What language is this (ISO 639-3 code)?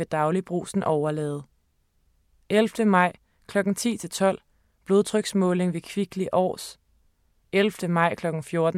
dan